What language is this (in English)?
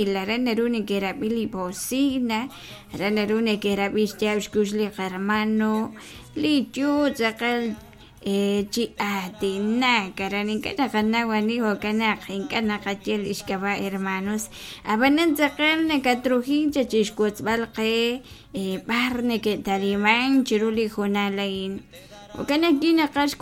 Kekchí